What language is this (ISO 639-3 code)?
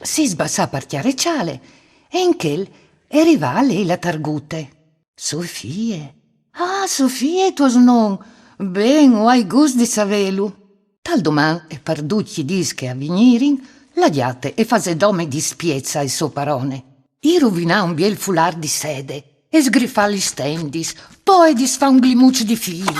fur